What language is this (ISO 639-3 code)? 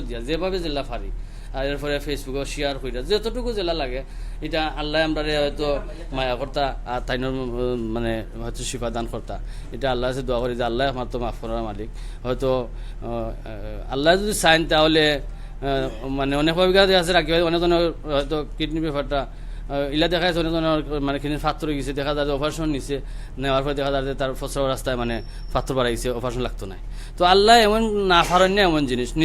syl